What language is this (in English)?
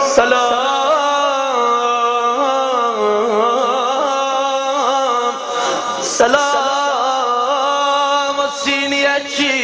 South Azerbaijani